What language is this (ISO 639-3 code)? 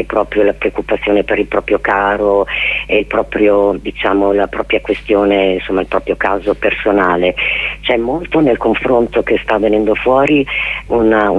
ita